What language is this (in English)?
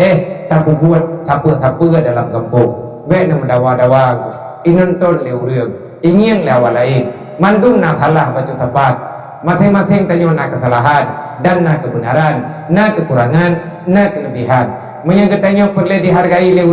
Achinese